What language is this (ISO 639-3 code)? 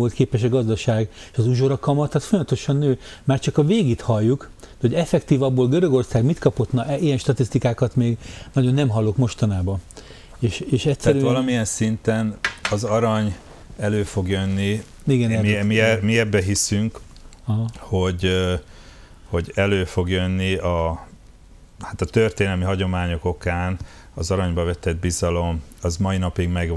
hun